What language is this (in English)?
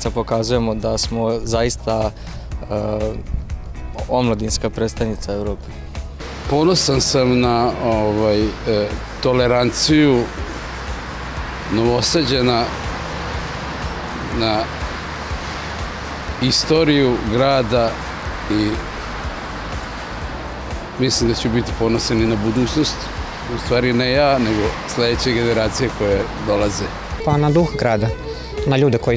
Serbian